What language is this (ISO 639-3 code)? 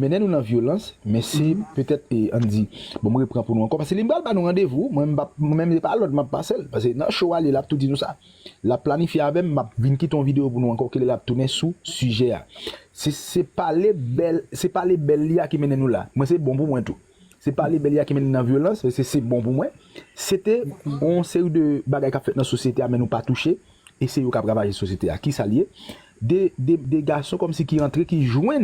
hat